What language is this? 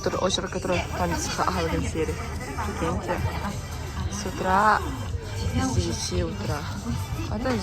Yakut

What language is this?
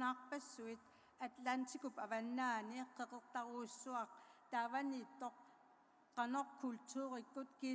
Kalaallisut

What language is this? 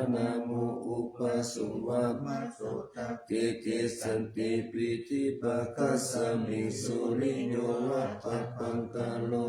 Pali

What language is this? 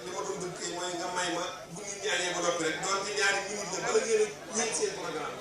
Wolof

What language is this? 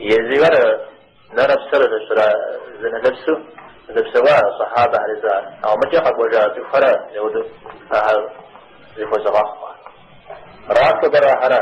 Kabardian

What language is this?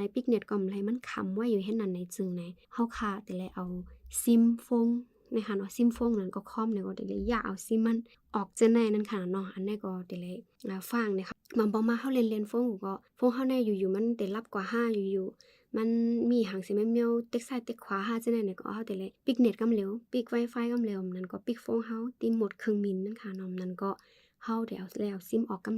Shan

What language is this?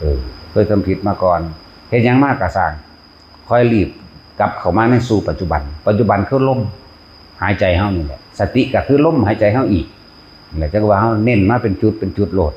Northeastern Thai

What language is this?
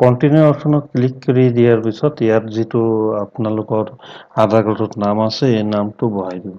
Assamese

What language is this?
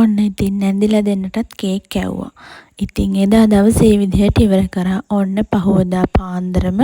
Sinhala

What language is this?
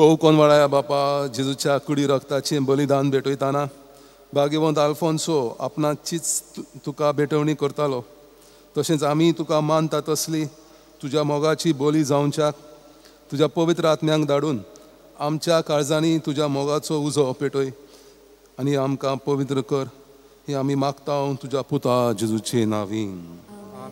Konkani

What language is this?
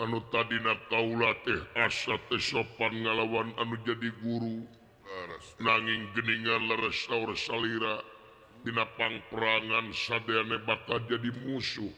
Sundanese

